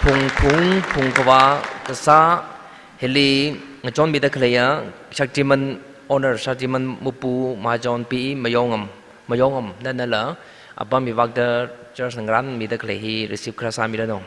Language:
Tangkhul Naga (India)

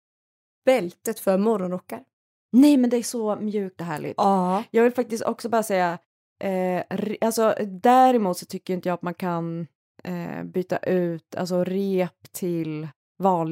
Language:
Swedish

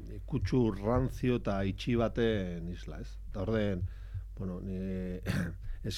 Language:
Basque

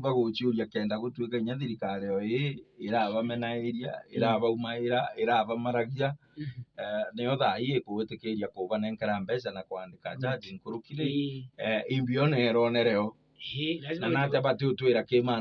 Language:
Meru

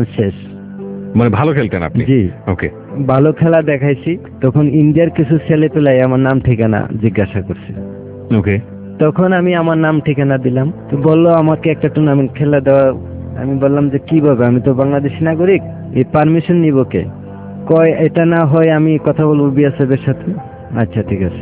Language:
Bangla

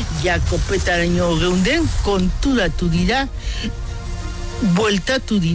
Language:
Basque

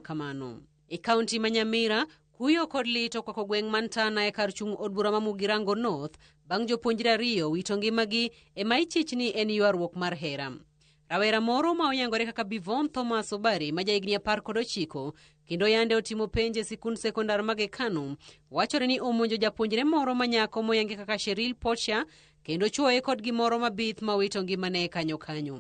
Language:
Luo (Kenya and Tanzania)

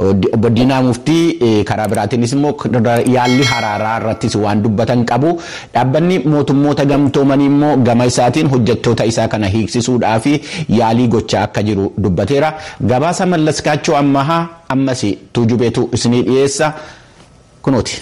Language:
Oromo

